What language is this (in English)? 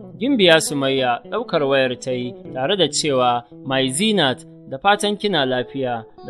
Hausa